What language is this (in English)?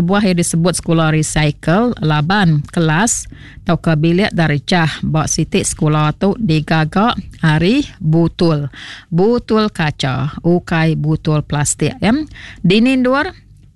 Iban